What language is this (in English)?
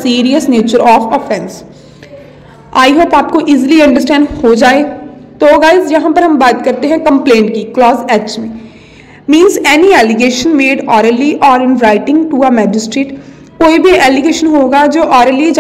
Hindi